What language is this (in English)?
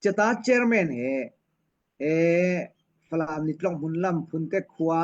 Falam Chin